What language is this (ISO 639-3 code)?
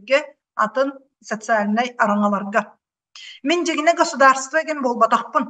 sah